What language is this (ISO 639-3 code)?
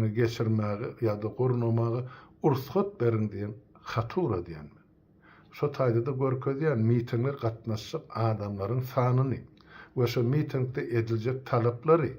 tuk